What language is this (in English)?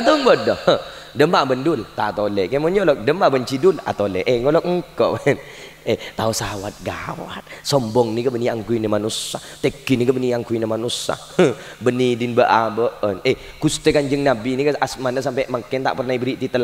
Madurese